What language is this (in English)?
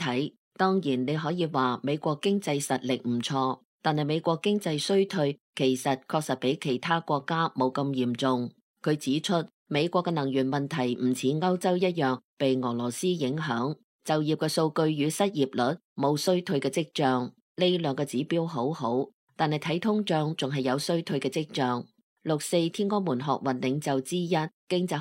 Cantonese